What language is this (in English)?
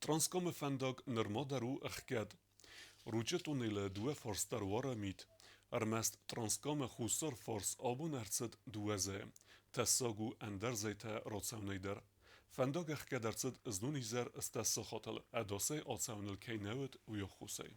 Ossetic